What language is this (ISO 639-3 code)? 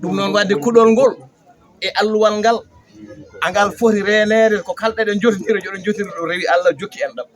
ful